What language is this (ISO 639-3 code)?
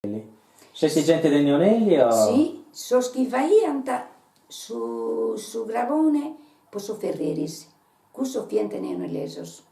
srd